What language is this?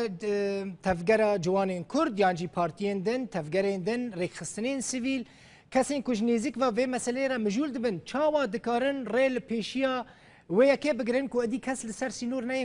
Kurdish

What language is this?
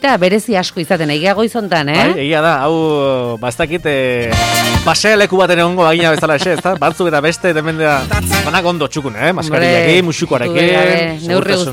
Basque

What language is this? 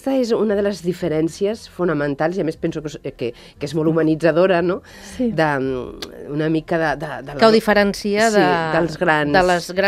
Catalan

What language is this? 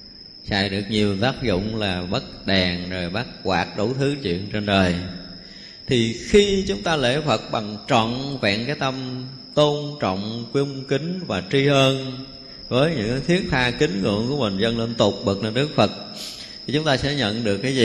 Vietnamese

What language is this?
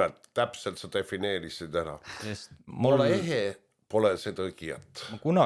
Estonian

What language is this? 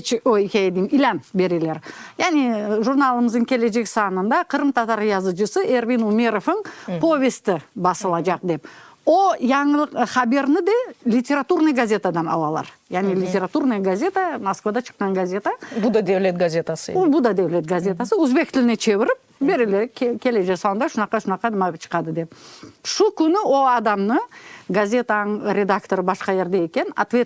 Crimean Tatar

